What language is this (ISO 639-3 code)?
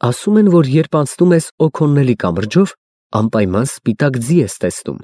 hye